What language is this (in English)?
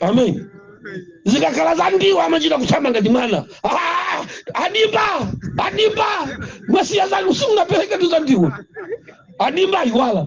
Nyanja